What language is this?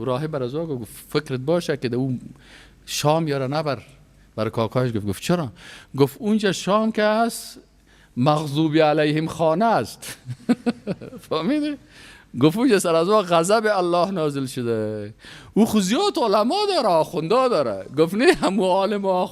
Persian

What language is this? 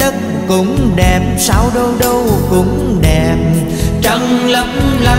Vietnamese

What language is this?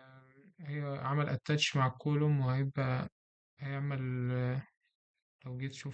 Egyptian Arabic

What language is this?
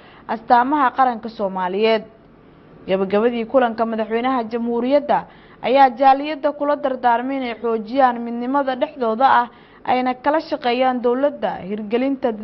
Somali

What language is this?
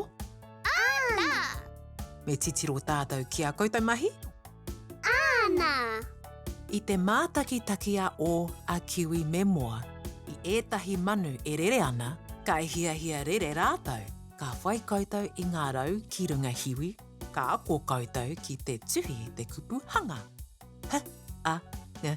Māori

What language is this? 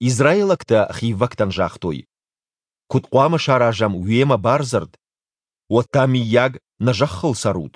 Ossetic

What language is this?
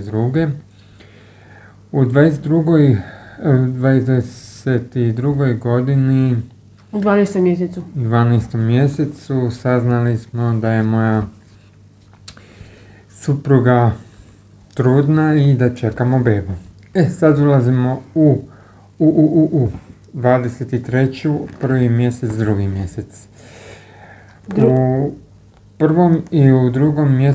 Croatian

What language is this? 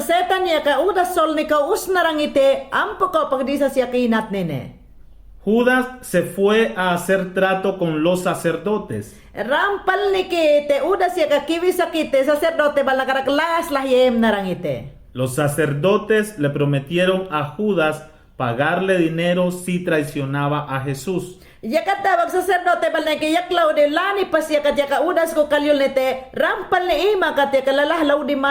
Mayangna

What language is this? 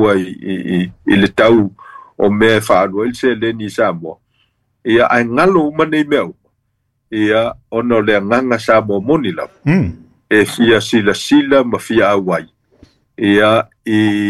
Samoan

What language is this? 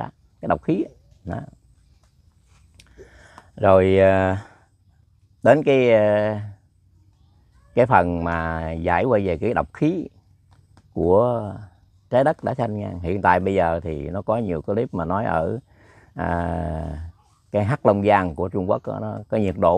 Vietnamese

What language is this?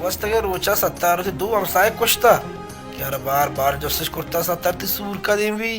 Baluchi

